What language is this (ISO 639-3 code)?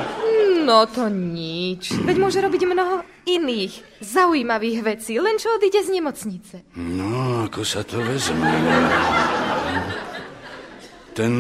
slk